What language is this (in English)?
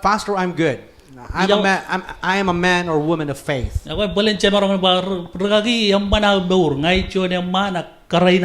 Marshallese